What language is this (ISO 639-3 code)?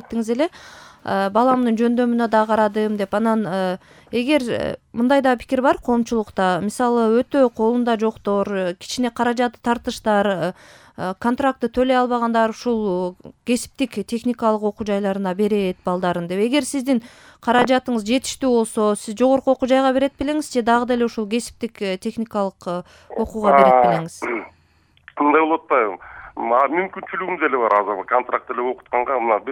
kir